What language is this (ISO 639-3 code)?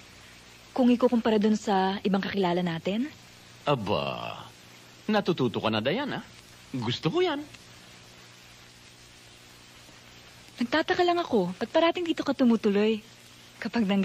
fil